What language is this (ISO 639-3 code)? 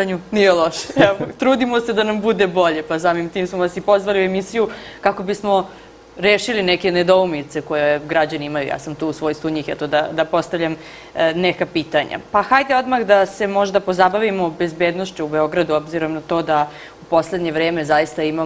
srp